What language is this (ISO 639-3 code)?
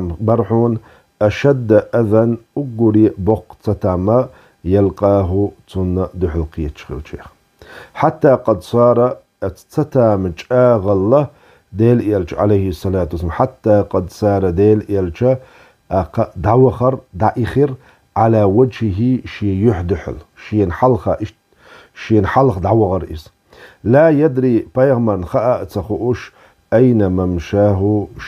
che